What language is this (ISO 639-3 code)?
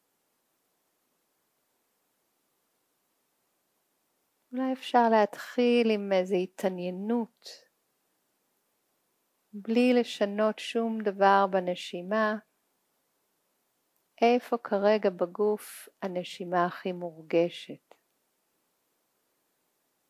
heb